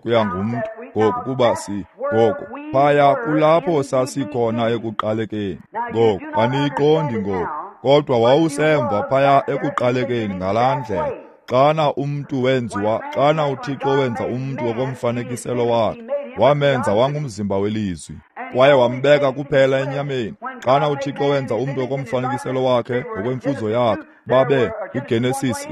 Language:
Xhosa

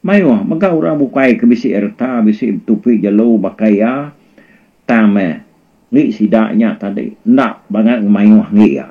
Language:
Iban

